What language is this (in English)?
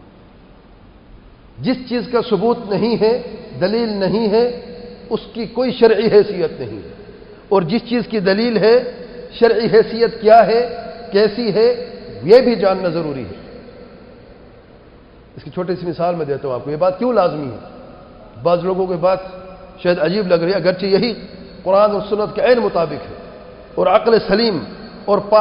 Urdu